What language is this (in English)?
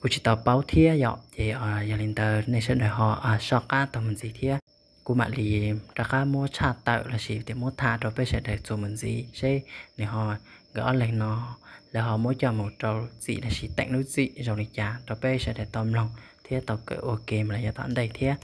Hmong